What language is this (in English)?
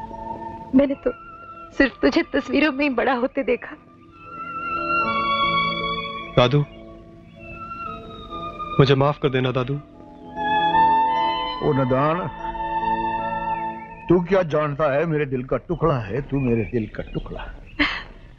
Hindi